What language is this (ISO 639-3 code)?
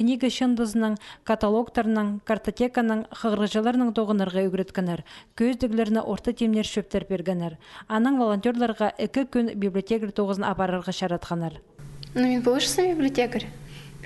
kjh